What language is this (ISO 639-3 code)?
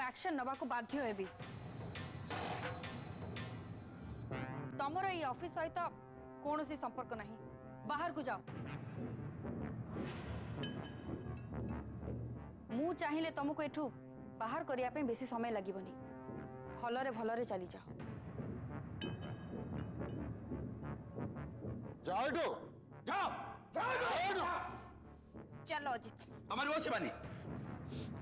ori